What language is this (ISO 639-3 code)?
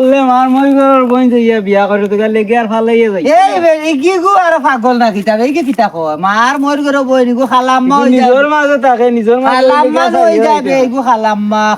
syl